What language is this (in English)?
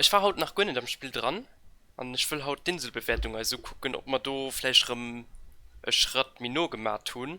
Luxembourgish